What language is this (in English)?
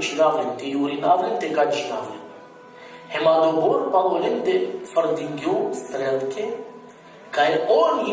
Balkan Romani